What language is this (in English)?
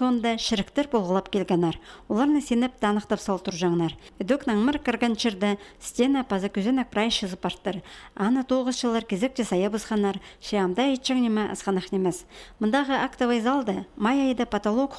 Khakas